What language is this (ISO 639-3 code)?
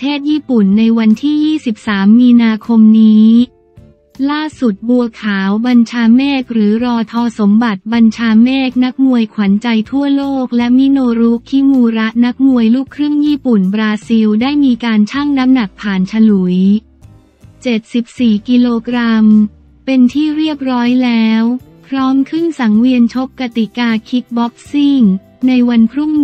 tha